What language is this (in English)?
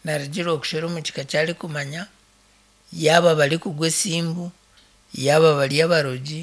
Nyankole